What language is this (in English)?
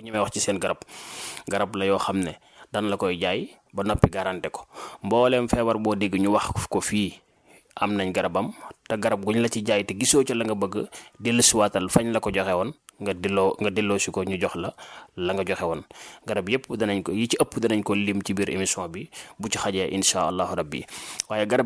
Wolof